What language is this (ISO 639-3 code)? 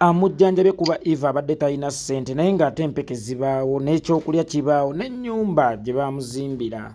lug